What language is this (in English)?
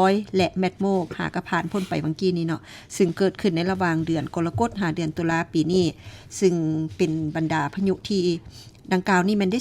Lao